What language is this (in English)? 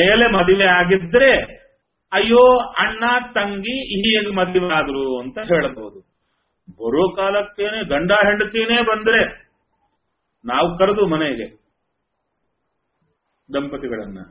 Kannada